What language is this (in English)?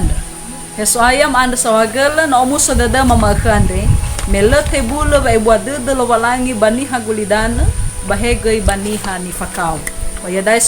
Nias